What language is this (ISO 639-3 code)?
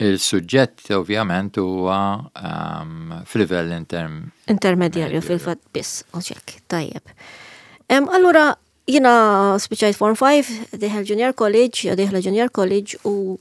mlt